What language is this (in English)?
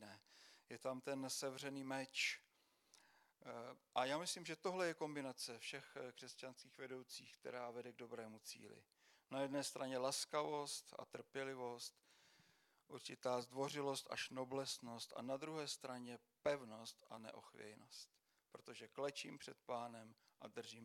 Czech